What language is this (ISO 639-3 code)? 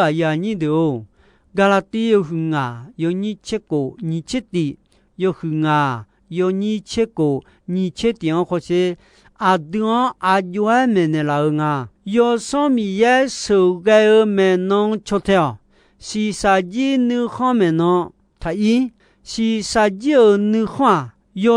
ahk